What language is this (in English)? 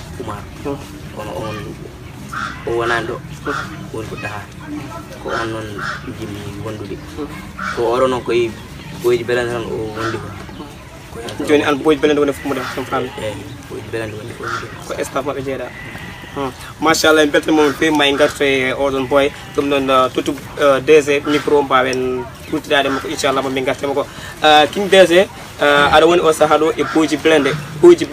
Pular